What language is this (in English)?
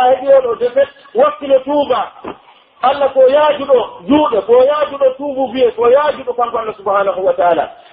Pular